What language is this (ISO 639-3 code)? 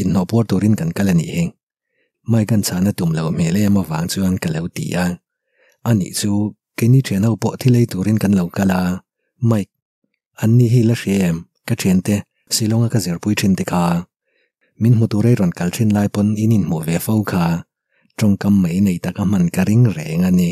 lus